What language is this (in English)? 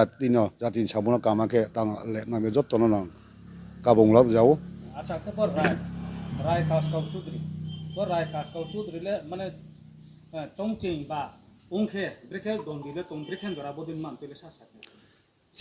Riang (India)